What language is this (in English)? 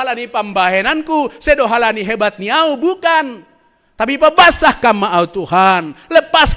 Batak Simalungun